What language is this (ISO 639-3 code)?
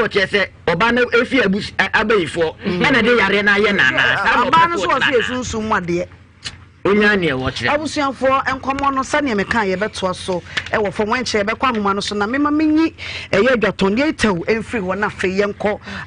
aka